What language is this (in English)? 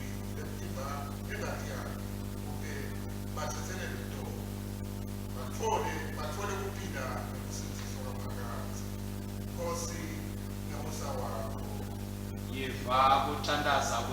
Swati